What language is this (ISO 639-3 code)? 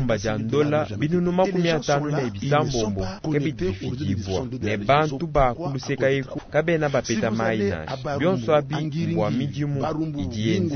lua